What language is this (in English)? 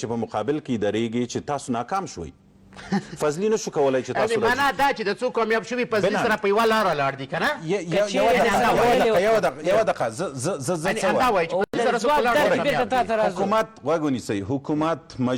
Pashto